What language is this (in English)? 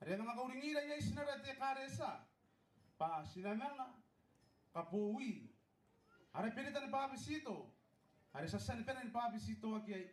Gilbertese